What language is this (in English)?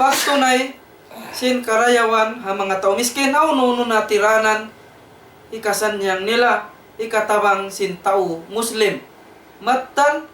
Tausug